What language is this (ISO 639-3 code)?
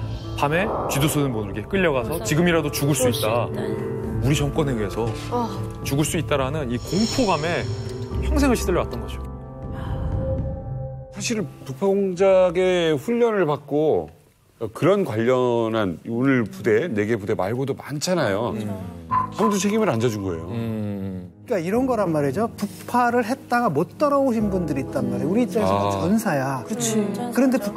kor